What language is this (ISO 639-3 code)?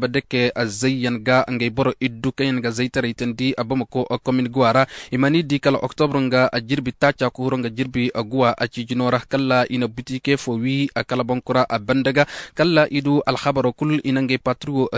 dje